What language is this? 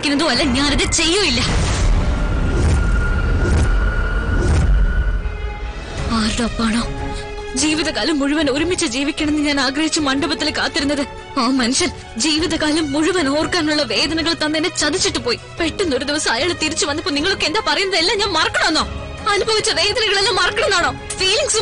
Malayalam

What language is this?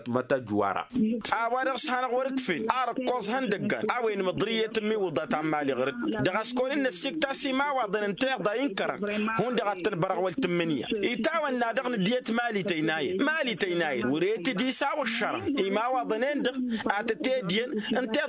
Tamasheq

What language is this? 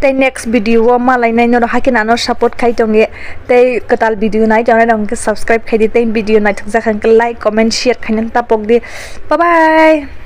Kok Borok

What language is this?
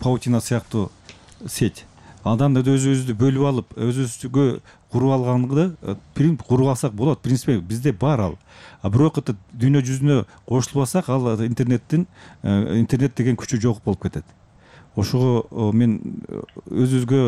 Kyrgyz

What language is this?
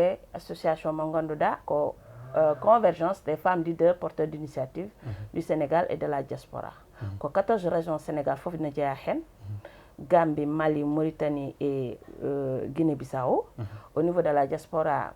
Fula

